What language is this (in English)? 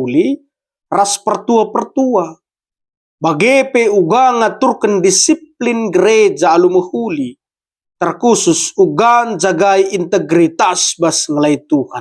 Batak Karo